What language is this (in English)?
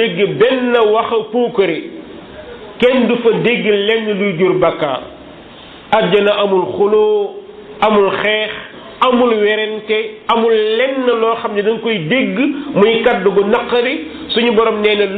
Wolof